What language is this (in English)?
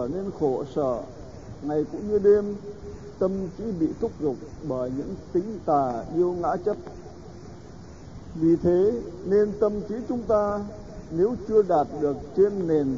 Vietnamese